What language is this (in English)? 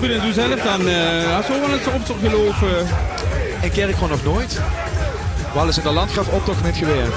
Limburgish